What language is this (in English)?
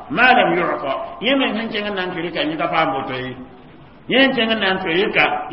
Mossi